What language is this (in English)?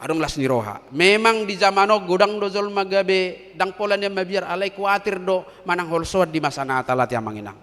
Batak Toba